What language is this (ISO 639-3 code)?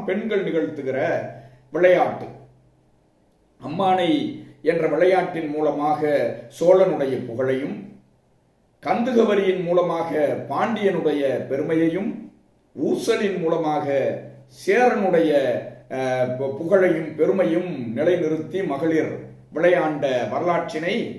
tam